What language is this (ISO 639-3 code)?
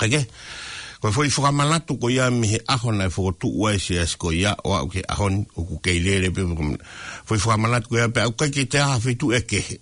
ton